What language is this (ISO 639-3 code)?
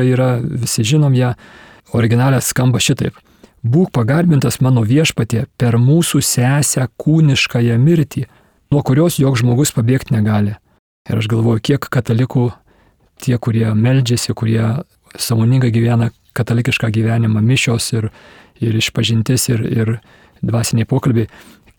lit